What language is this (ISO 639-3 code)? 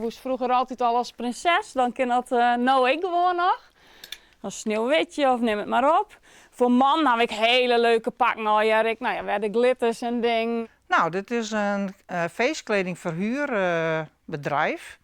fry